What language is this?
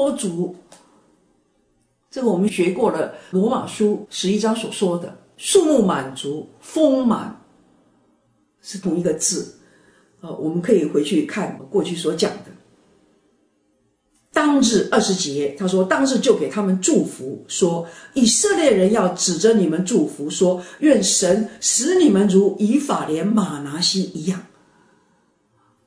Chinese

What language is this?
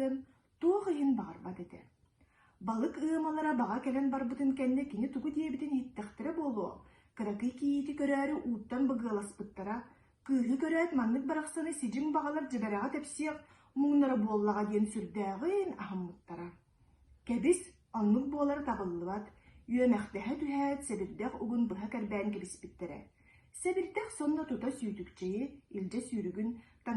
Yakut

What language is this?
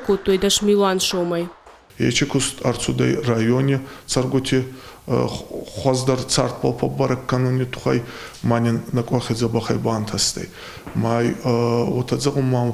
Ossetic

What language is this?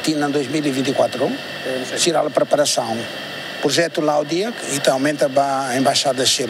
Tetum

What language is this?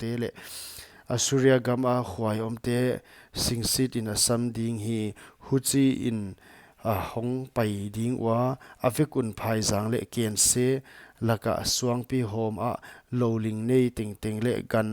Paite Chin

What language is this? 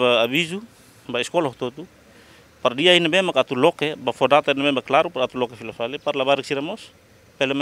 Tetum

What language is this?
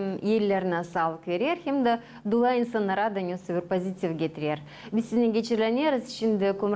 Gagauz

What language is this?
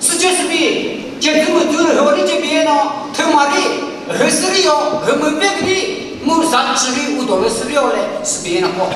Chokri Naga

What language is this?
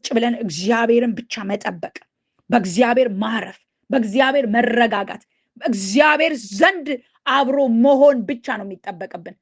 Amharic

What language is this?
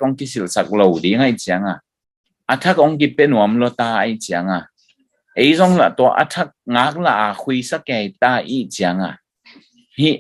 Tedim Chin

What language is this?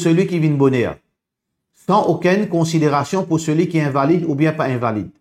Morisyen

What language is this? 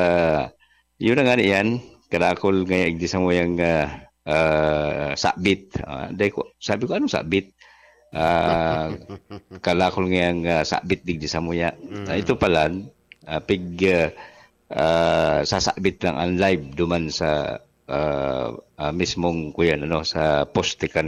Bikol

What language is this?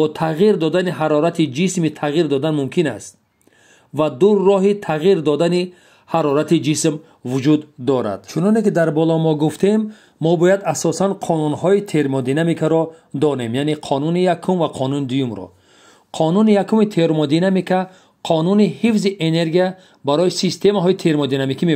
Tajik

